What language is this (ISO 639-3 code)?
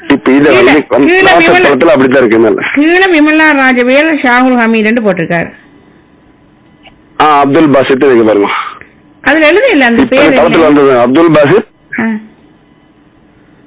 tam